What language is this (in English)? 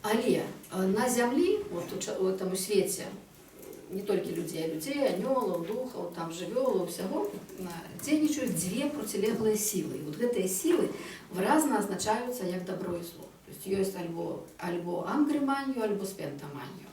Belarusian